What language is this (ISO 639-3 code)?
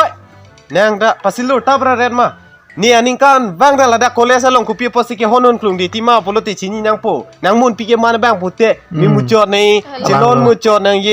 mjw